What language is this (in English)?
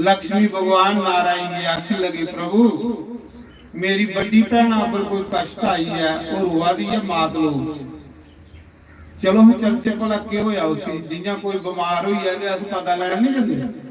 Dogri